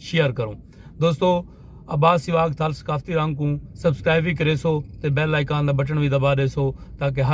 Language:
Saraiki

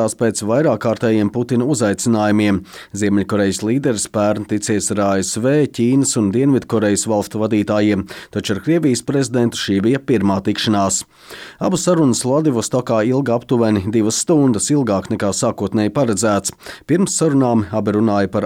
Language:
Latvian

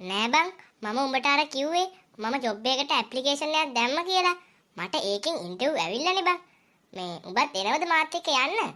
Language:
Sinhala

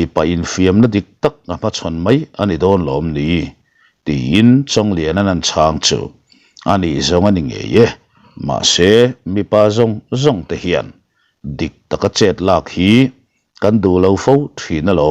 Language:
Mizo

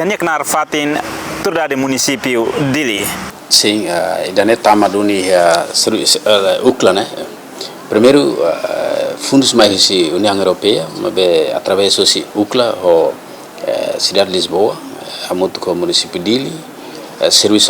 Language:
Tetum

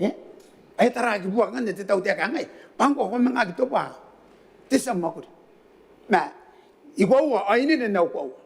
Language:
Gilbertese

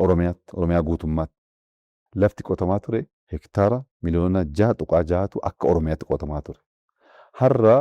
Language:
Oromo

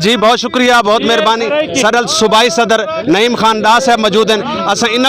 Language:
Saraiki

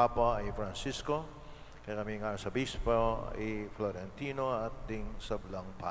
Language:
Pampanga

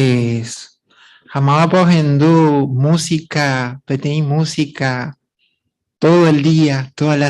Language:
Guarani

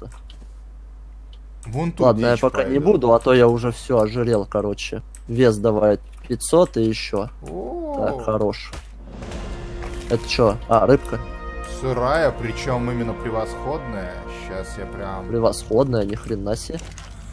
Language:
Russian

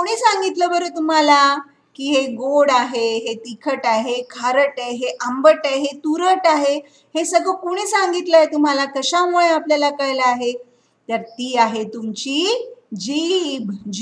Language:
Marathi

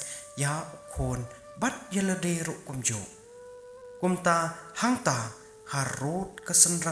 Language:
Khasi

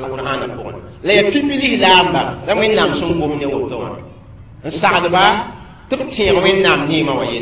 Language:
Mossi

